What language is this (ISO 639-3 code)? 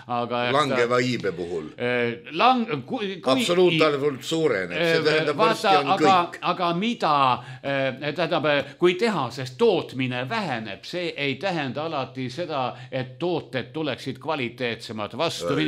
est